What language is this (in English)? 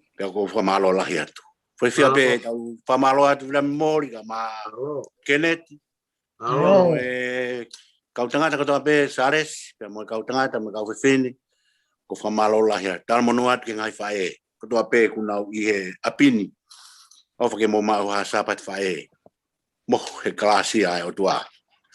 Tongan